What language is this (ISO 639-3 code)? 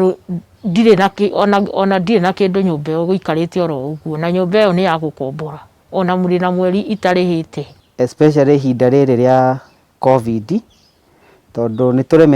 kik